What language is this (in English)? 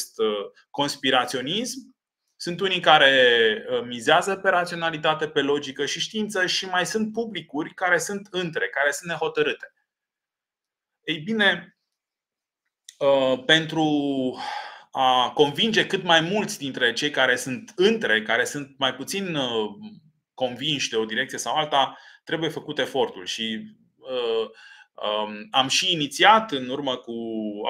Romanian